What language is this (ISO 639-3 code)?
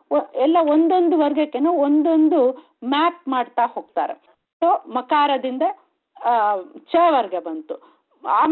kan